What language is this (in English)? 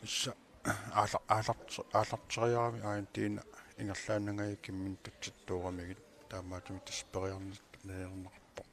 Kalaallisut